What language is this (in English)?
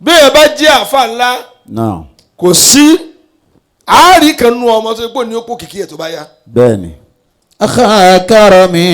Yoruba